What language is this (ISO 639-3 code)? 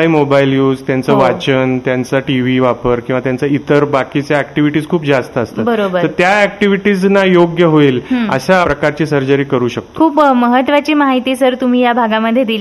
mar